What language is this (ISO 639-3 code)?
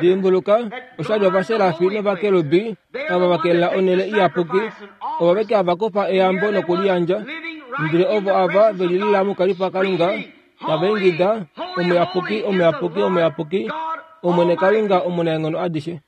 kua